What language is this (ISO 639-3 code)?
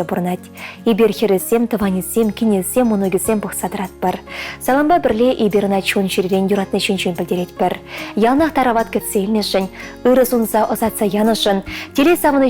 chv